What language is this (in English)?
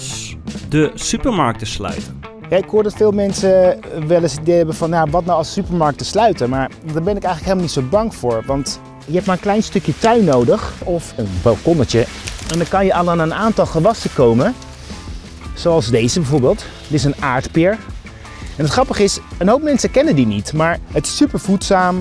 Dutch